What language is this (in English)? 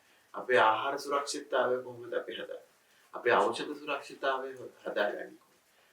Sinhala